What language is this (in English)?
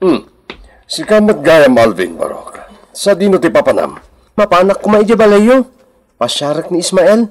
Iloko